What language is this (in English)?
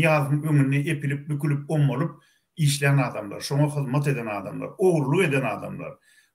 Turkmen